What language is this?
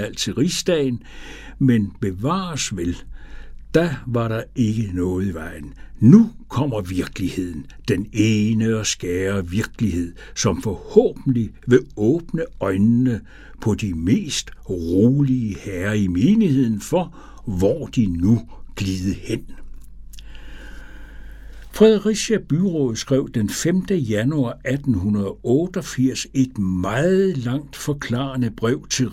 Danish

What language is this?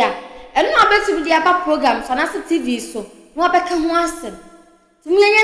Akan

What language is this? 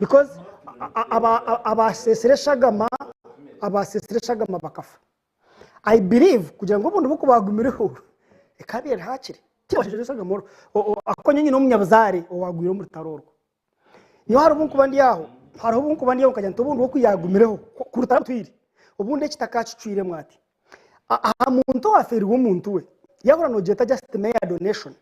Nyankole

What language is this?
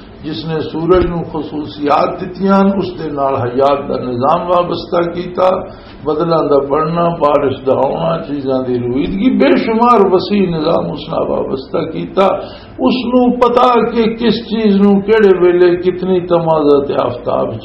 Western Panjabi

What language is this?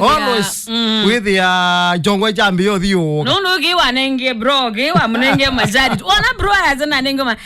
Kamba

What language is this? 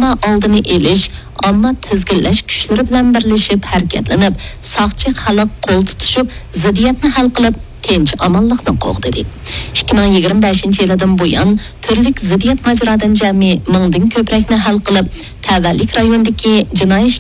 Uyghur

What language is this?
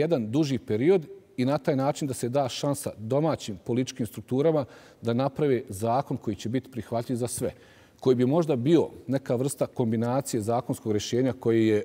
Bosnian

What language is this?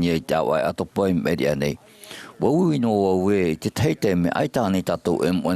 Tahitian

